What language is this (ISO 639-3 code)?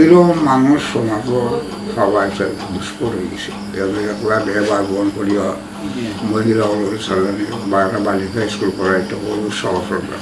syl